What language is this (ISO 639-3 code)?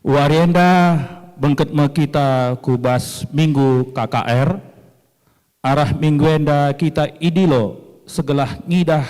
btx